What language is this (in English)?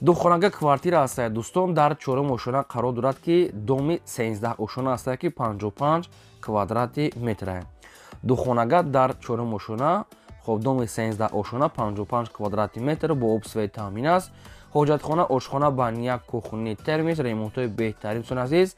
Tajik